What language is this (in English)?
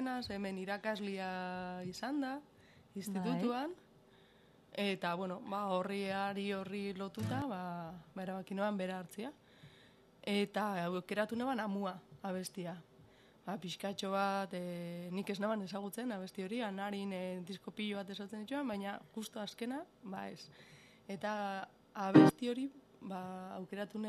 Basque